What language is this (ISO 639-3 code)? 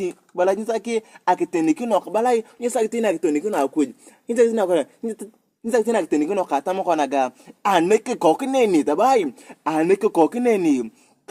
tuv